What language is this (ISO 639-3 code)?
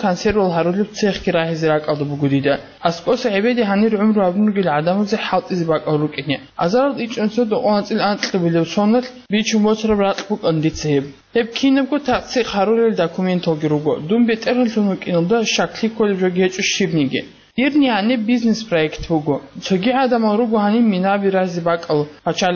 ava